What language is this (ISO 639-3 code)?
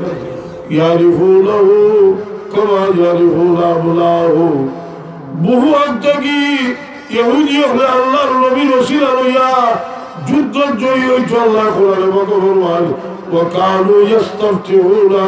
syl